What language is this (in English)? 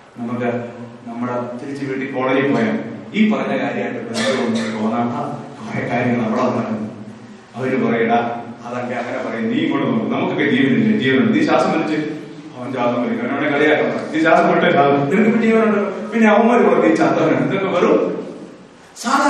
Malayalam